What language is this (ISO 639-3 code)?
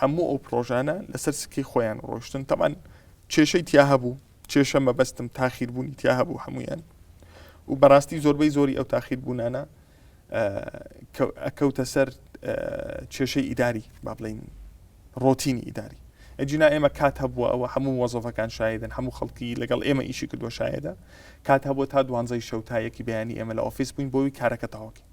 ckb